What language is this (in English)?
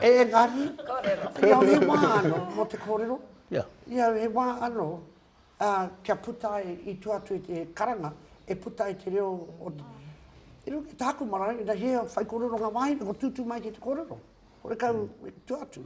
Māori